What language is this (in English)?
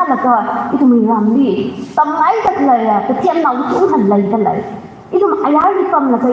Tangkhul Naga (India)